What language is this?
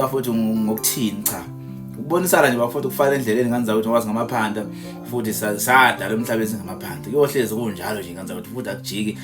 Zulu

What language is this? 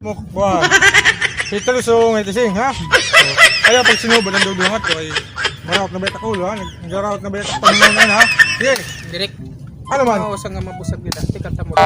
Waray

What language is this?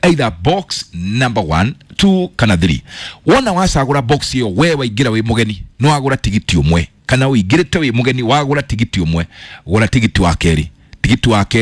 Kikuyu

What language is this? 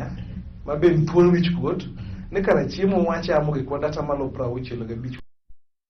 Luo (Kenya and Tanzania)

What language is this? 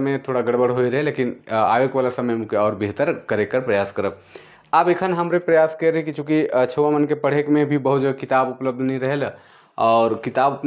Sadri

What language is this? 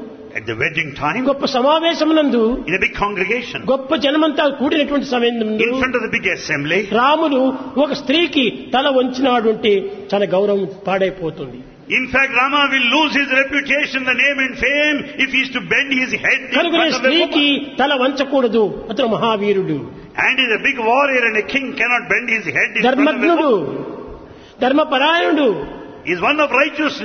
Telugu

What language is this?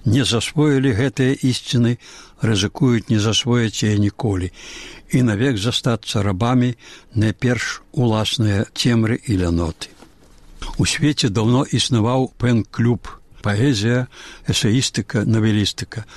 Belarusian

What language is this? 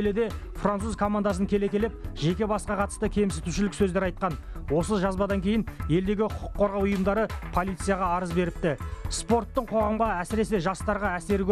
Kazakh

